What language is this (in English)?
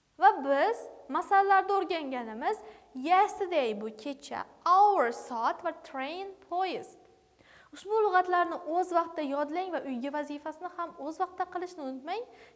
Uzbek